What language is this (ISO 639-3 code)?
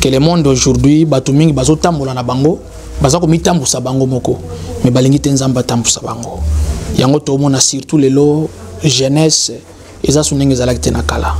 lin